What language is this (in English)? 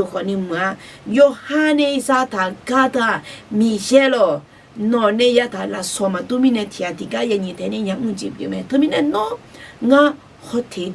Akha